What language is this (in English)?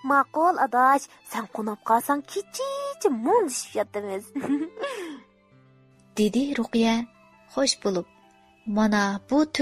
Uyghur